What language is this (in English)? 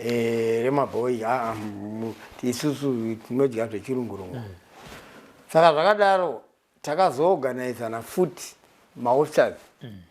Shona